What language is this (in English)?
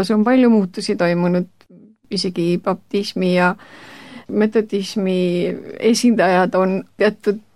Estonian